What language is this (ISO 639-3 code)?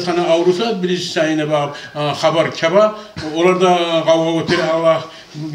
kum